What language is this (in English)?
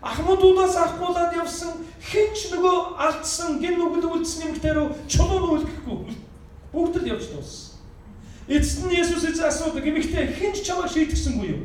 Mongolian